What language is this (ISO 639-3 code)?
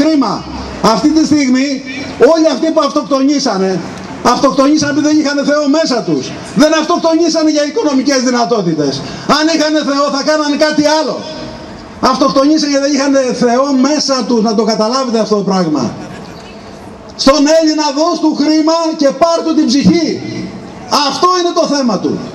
ell